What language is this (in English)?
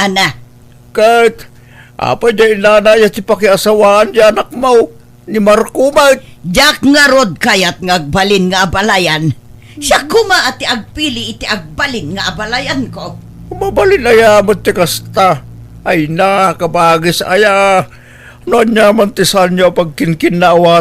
Iloko